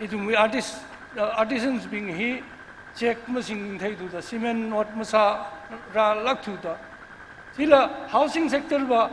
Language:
Tangkhul Naga (India)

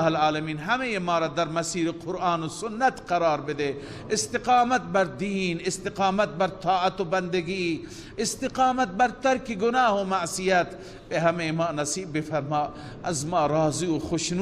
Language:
Persian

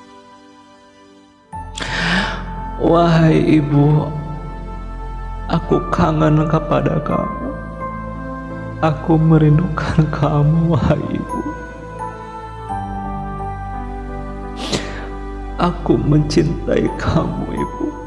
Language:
Indonesian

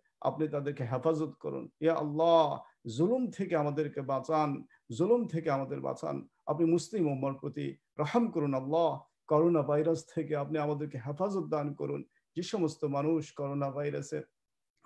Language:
Bangla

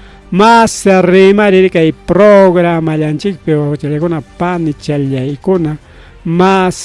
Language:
Ayacucho Quechua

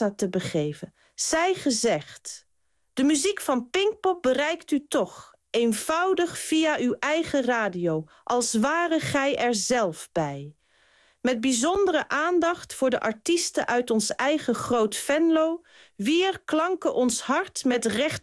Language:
Dutch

